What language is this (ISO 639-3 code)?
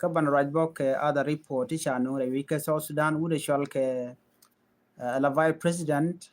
nus